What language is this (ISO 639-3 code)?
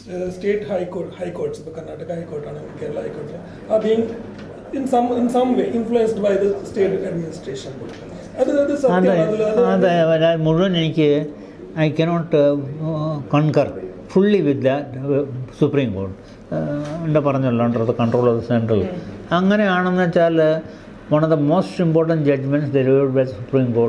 mal